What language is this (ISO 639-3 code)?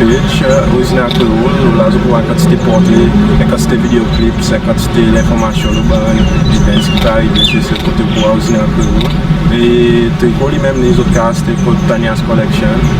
crs